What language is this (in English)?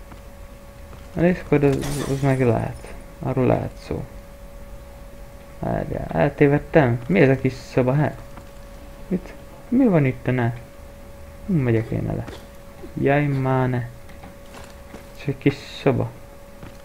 Hungarian